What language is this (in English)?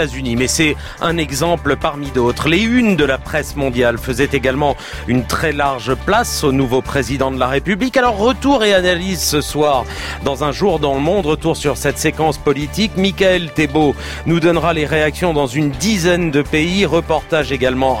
French